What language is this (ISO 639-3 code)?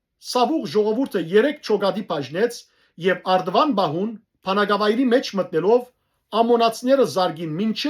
hyw